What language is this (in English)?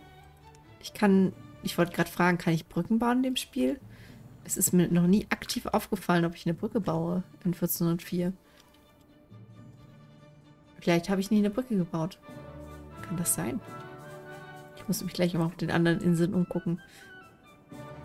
German